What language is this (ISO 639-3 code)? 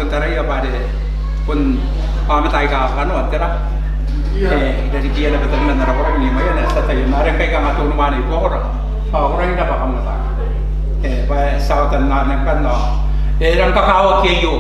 gil